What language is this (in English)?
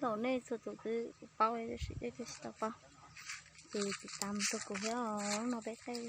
Hmong